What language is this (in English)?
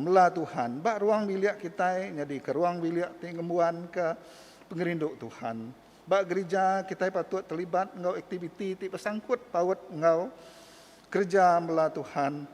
Iban